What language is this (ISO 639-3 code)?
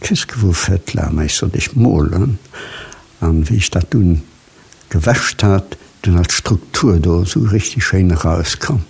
ltz